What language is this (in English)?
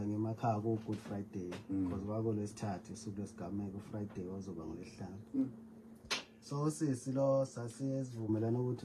Zulu